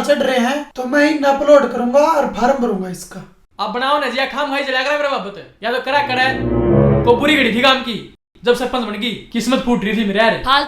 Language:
Haryanvi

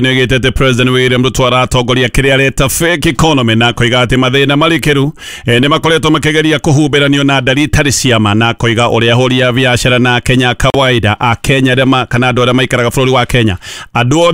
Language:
Kikuyu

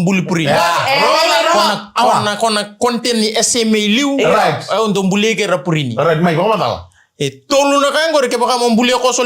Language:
Fijian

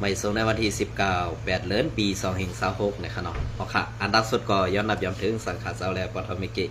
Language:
Shan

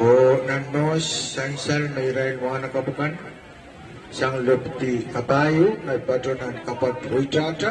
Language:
Pohnpeian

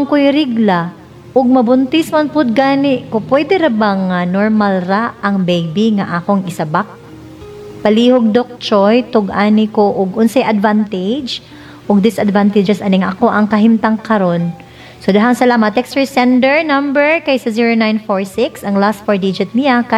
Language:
Cebuano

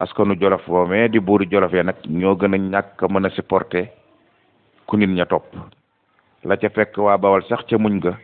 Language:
Wolof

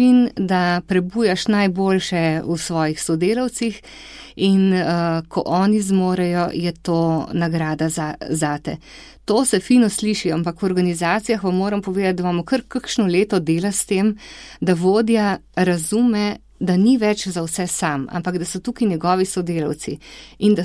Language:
Slovenian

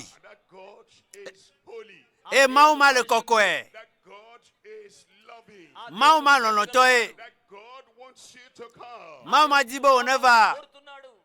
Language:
Ewe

